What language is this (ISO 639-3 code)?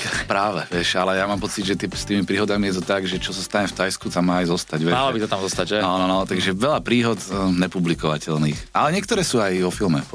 slk